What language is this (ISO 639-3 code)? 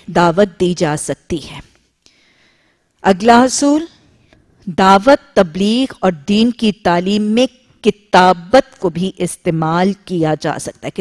urd